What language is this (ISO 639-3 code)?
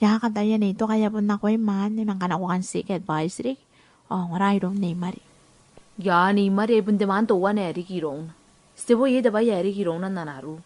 gil